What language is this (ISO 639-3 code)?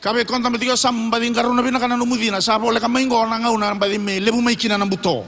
fij